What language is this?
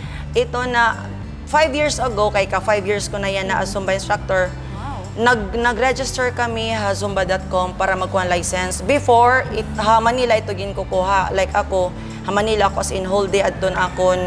Waray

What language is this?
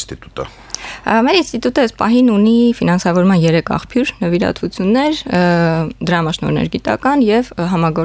Armenian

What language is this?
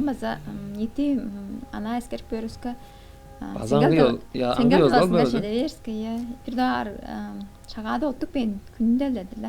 Tuvinian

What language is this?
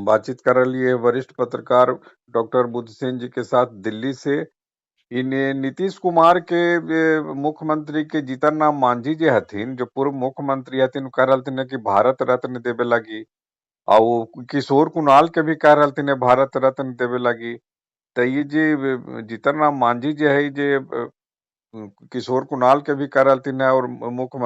Magahi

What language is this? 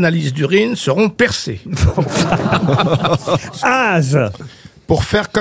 French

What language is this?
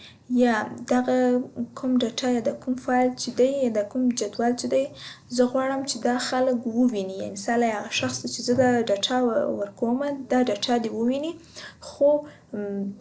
Pashto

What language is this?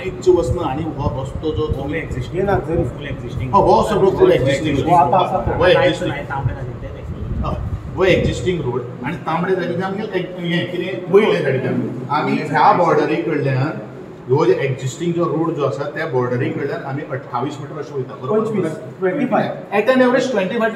Konkani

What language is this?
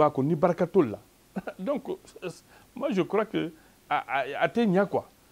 Bambara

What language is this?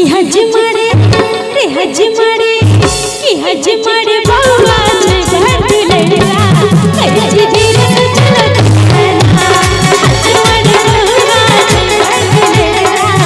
Maithili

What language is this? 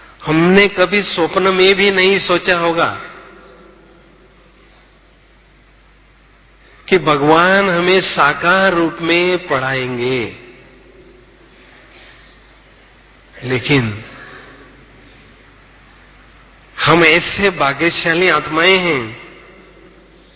Hindi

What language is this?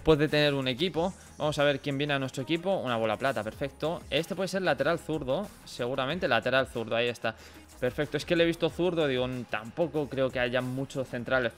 Spanish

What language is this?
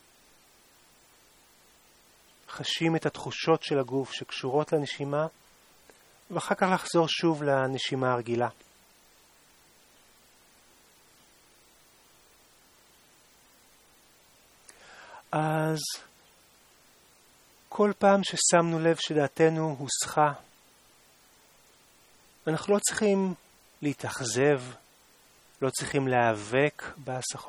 Hebrew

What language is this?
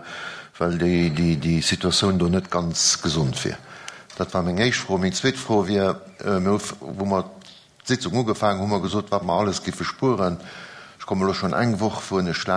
Luxembourgish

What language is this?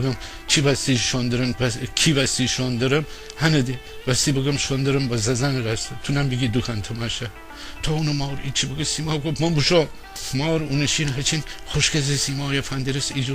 Gilaki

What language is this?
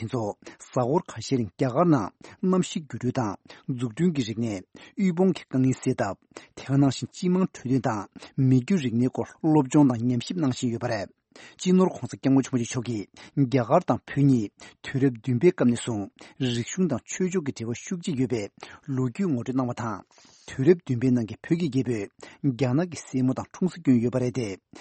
Tibetan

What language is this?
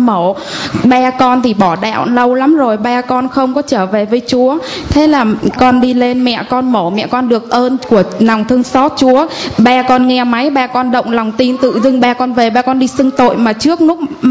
Vietnamese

